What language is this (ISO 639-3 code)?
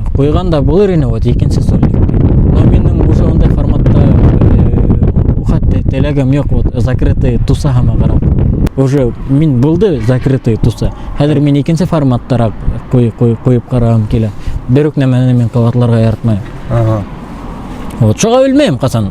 bak